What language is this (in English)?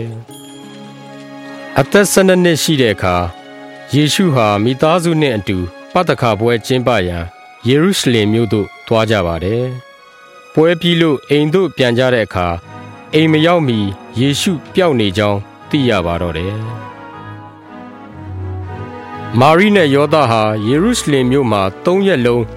Burmese